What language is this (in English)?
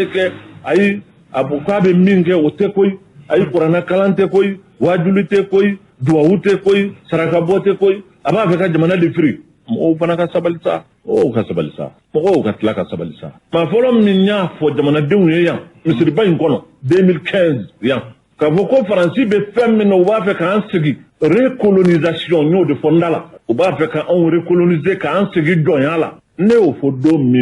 Bambara